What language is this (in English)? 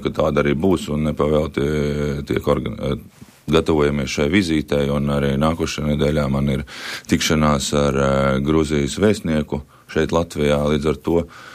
Latvian